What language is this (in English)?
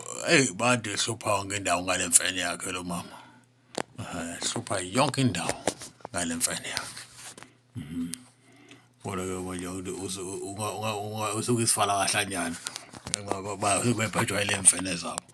Zulu